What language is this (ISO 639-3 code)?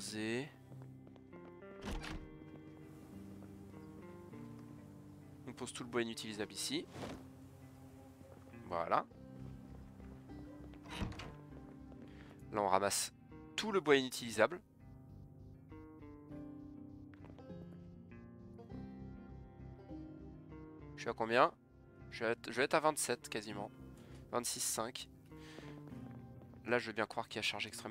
fra